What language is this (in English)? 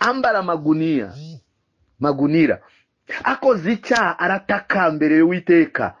Kinyarwanda